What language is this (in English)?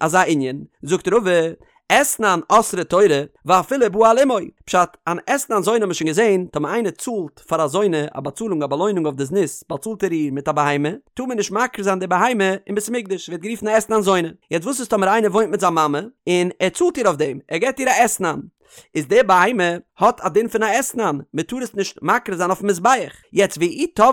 Yiddish